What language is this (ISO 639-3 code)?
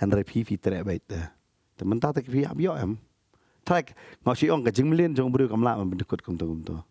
kha